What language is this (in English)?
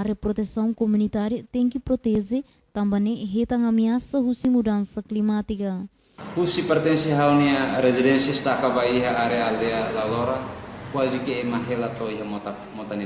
Tetum